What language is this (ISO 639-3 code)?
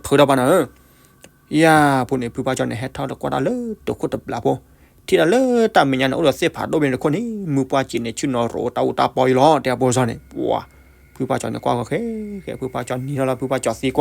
ksw